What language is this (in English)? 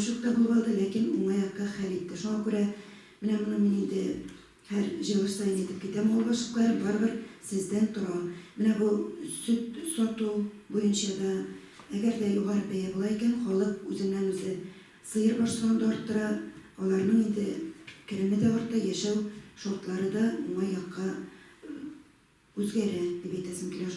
Tatar